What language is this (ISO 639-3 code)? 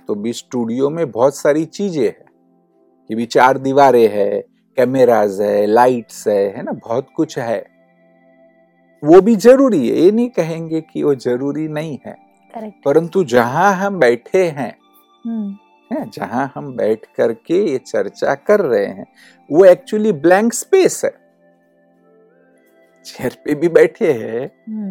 hin